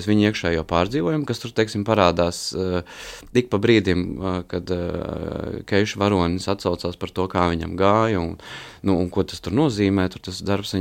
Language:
Latvian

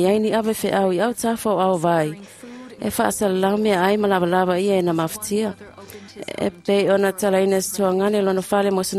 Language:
Samoan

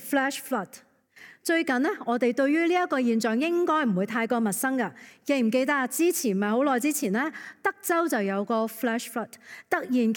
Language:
Cantonese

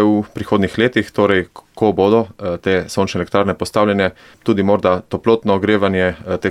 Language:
Slovenian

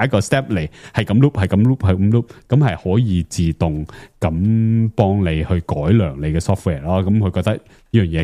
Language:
Cantonese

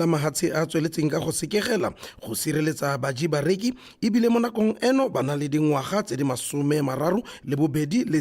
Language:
Tswana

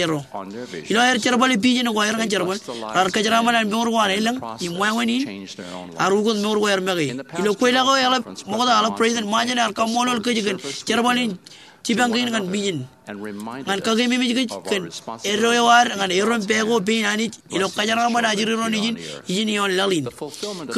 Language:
Marshallese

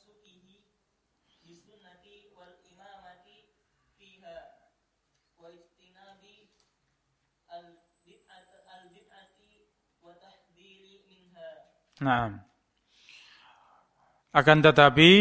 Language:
Indonesian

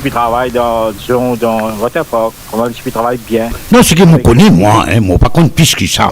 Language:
Morisyen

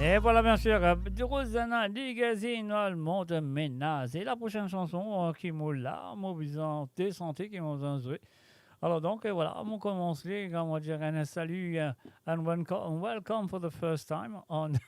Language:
Morisyen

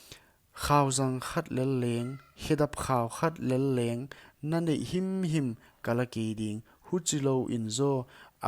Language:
Paite Chin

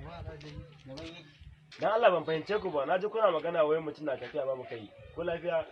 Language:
Hausa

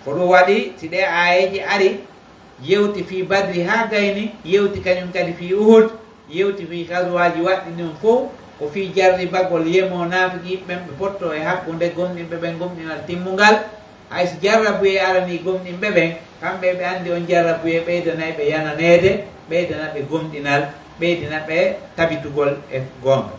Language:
Pular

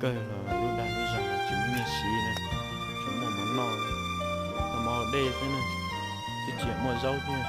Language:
Hmong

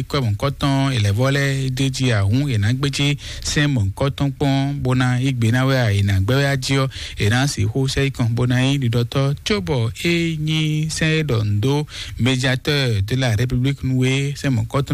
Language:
Fon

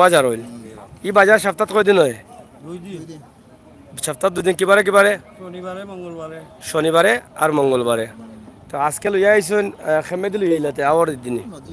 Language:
Sylheti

